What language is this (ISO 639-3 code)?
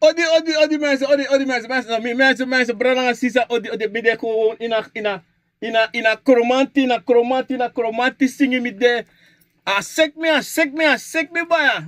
srn